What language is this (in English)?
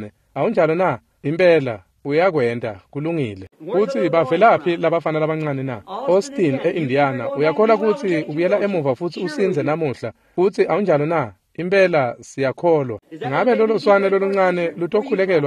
Swati